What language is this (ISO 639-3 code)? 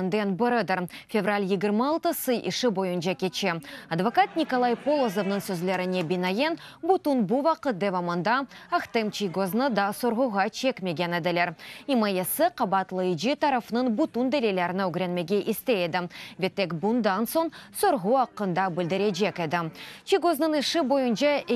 crh